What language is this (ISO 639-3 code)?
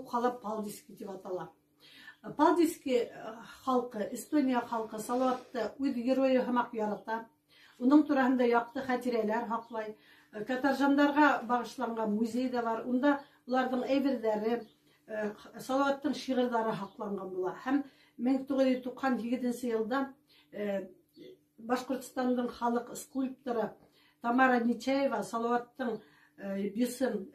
bak